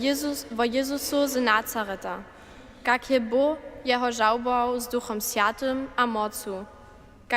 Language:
Upper Sorbian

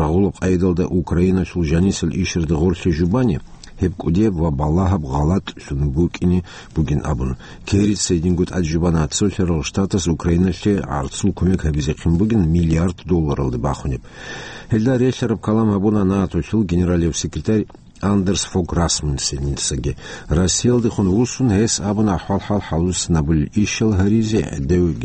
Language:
Avaric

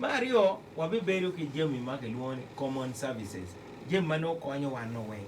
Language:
Acoli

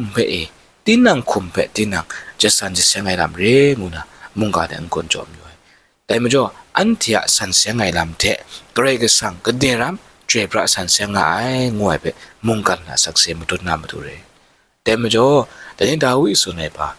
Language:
Kachin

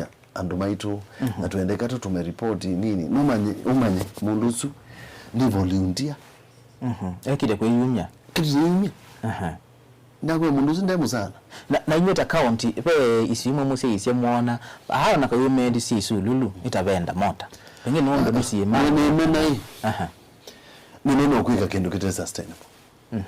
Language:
Kamba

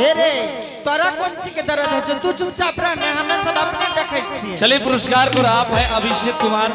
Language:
Angika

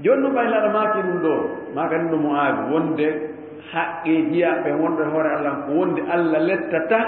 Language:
Fula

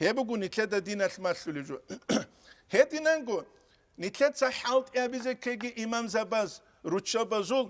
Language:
Avaric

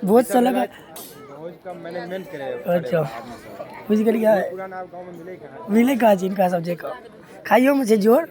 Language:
Maithili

